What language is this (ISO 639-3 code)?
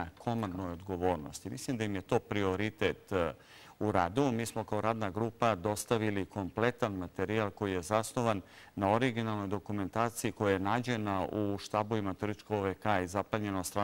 srp